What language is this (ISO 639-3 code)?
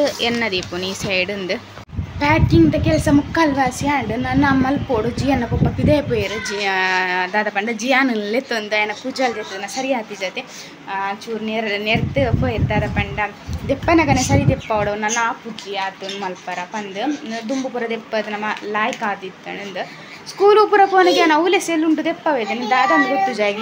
tcy